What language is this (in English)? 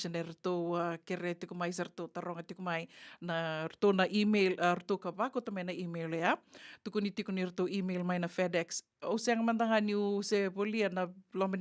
Fijian